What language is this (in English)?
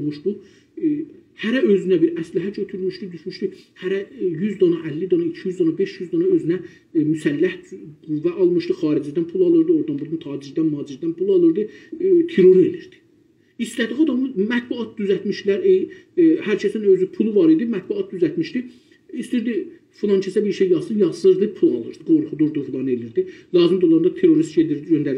South Azerbaijani